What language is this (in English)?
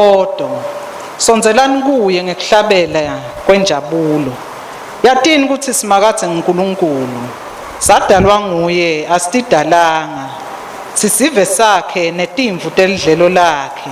Swati